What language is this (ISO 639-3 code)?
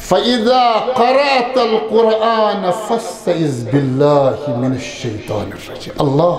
kas